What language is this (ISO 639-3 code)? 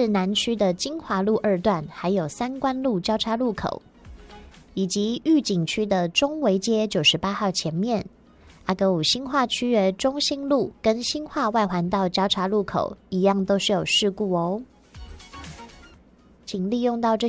zho